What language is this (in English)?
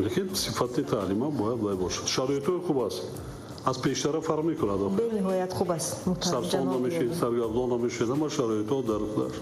Tajik